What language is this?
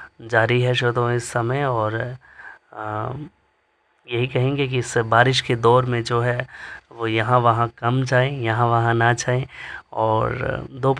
Hindi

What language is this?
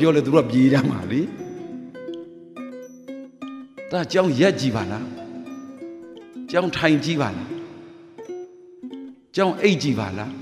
Burmese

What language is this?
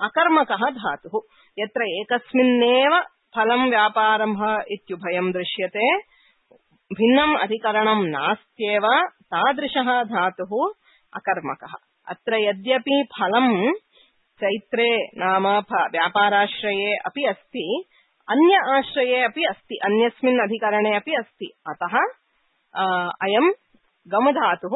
Sanskrit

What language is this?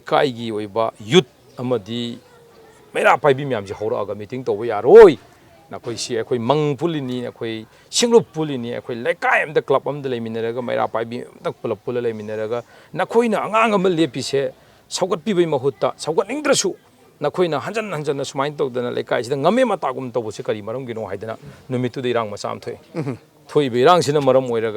Manipuri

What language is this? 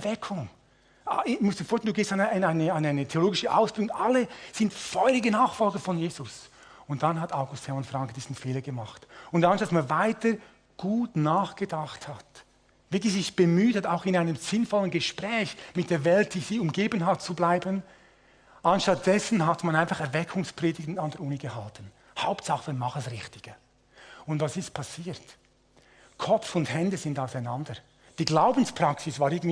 Swiss German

